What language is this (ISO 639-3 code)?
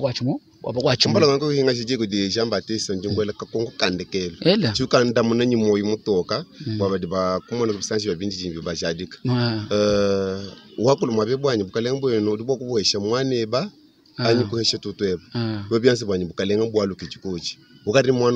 lua